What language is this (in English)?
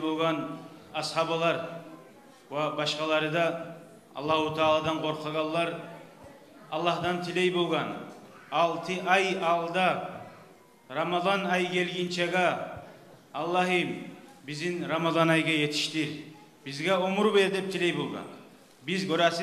Kumyk